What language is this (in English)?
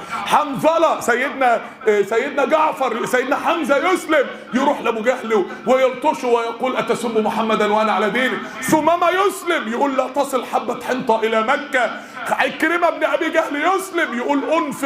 Egyptian Arabic